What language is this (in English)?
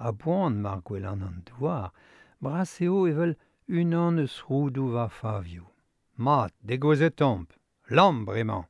Breton